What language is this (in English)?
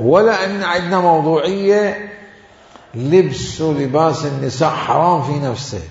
Mesopotamian Arabic